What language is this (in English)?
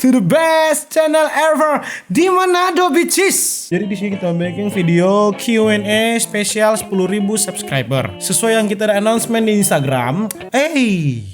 Manado Malay